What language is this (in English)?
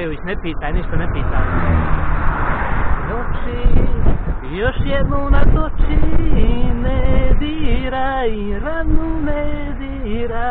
Croatian